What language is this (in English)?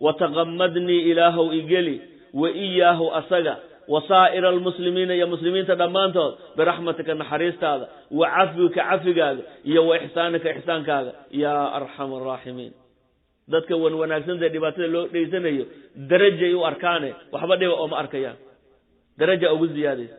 Somali